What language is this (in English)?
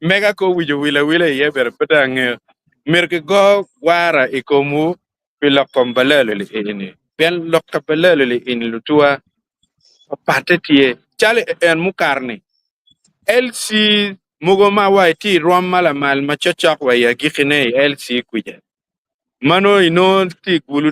Acoli